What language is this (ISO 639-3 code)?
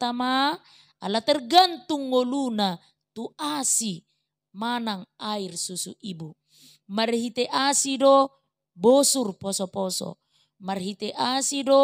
bbc